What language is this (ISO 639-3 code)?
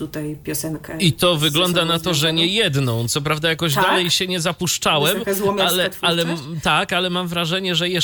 pol